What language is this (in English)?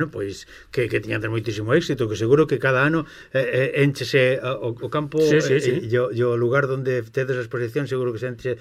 Galician